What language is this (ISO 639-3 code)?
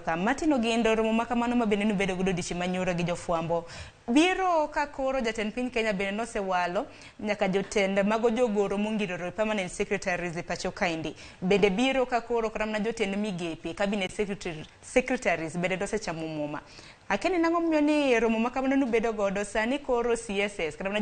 luo